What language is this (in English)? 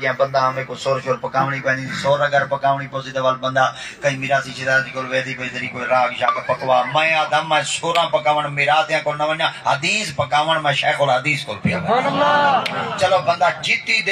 Saraiki